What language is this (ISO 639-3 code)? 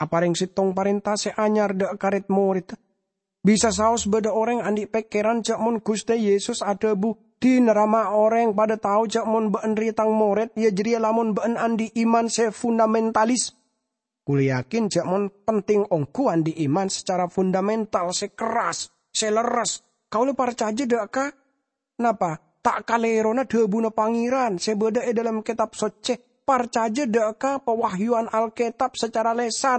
mad